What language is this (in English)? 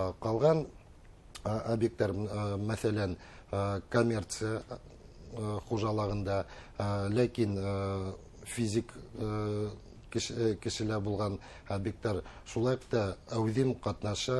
Bashkir